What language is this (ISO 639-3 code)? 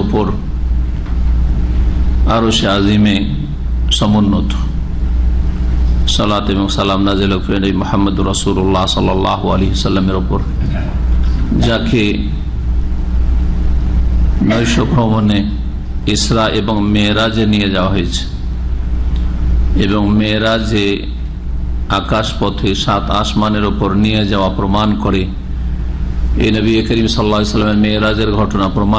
ben